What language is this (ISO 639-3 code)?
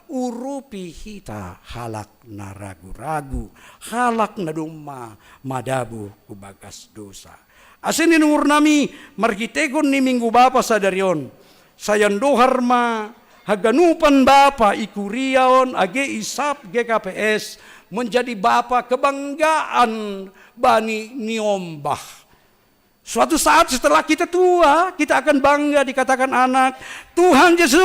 bts